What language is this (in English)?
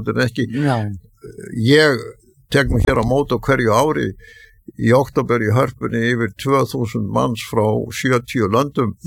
Icelandic